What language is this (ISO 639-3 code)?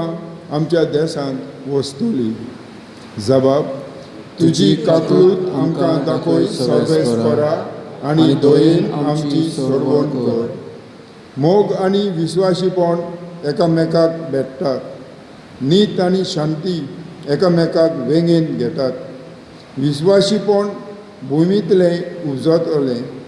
kok